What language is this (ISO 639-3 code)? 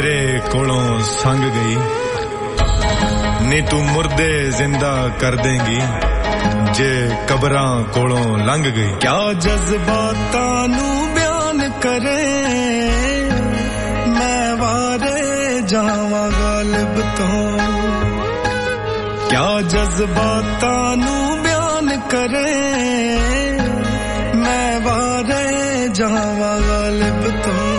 pan